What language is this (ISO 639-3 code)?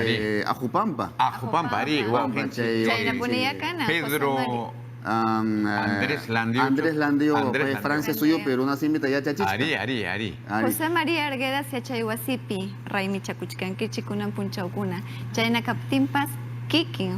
quy